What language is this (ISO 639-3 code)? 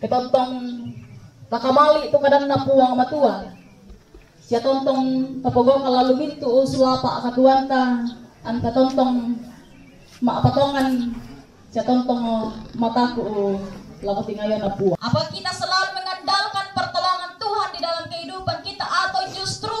sda